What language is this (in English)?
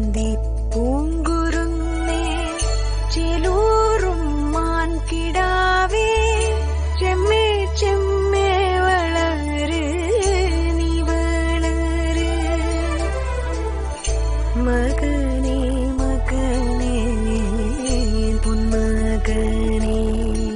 Malayalam